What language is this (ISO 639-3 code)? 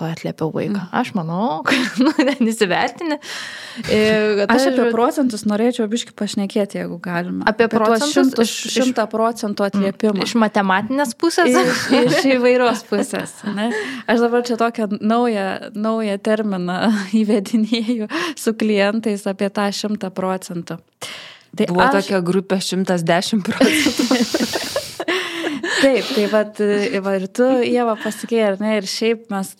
lit